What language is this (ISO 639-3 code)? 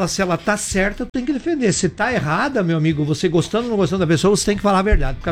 por